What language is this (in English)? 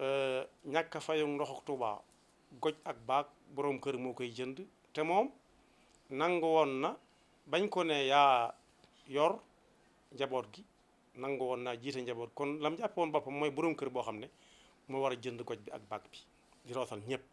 Wolof